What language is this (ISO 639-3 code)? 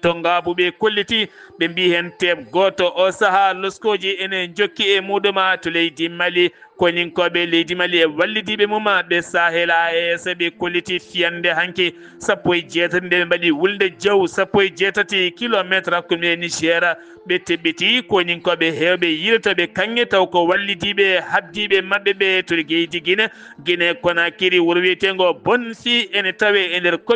ful